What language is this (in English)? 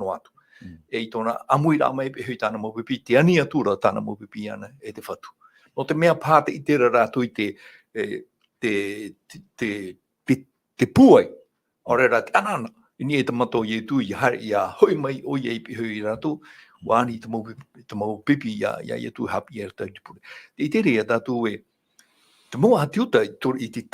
Tahitian